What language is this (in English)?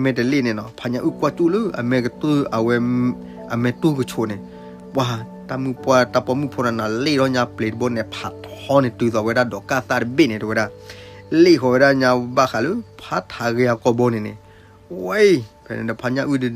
S'gaw Karen